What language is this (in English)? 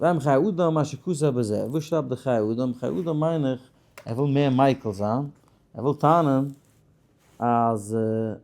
Yiddish